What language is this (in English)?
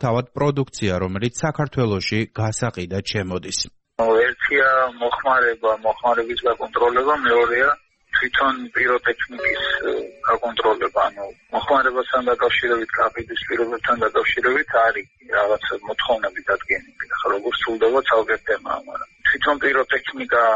Georgian